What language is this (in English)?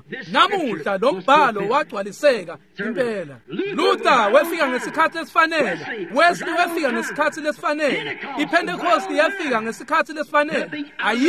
Swati